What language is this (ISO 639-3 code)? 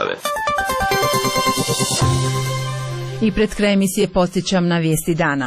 hrv